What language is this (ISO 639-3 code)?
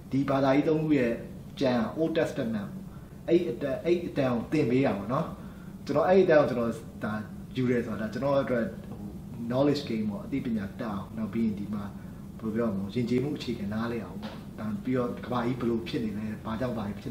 mya